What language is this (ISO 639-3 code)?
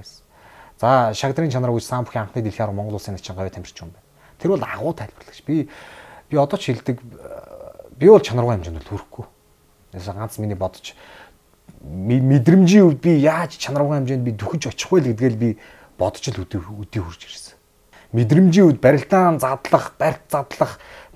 mon